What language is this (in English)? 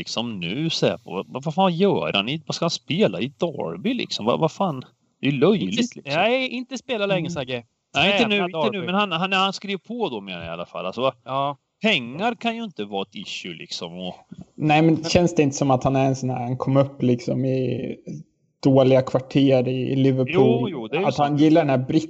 Swedish